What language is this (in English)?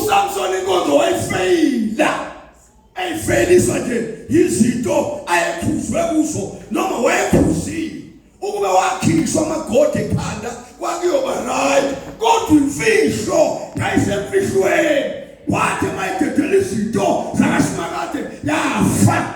Zulu